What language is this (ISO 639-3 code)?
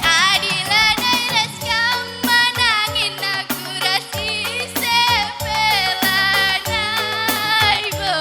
btx